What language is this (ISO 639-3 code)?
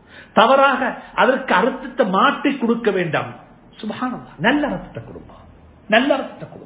tam